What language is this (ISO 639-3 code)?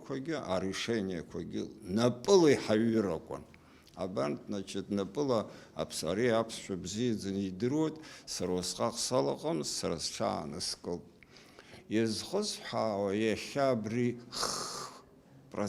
abk